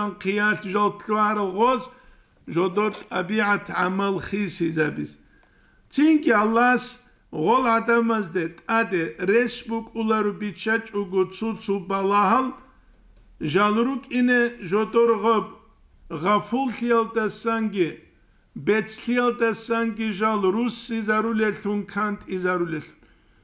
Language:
Avaric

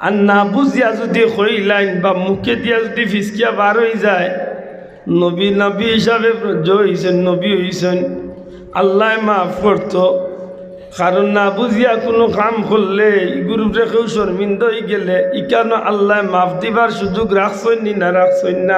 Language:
Sylheti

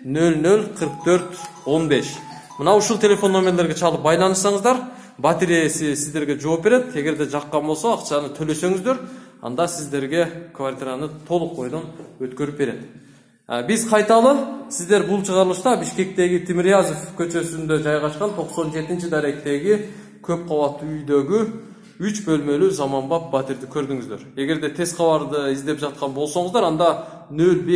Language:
Kyrgyz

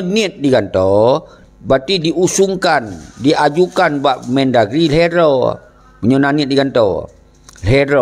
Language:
Achinese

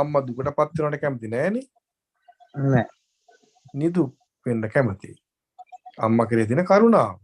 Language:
Sinhala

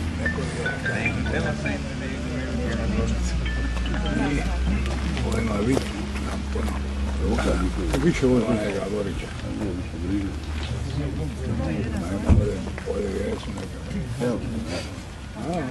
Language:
Croatian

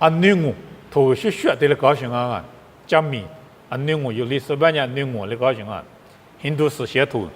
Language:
Lisu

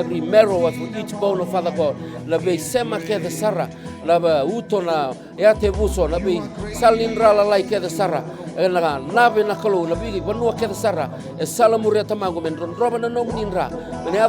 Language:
Fijian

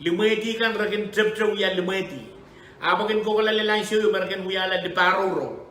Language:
Pohnpeian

